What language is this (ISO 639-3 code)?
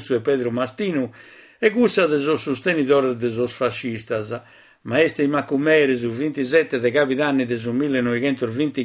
srd